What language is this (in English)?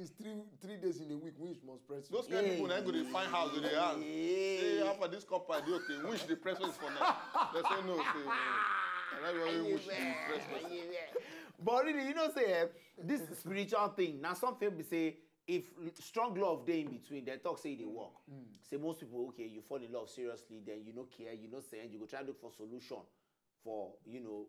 Nigerian Pidgin